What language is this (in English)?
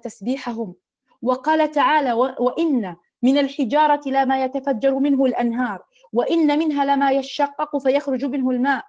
Arabic